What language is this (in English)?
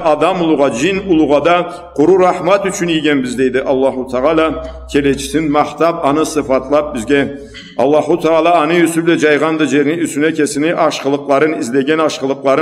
Karachay-Balkar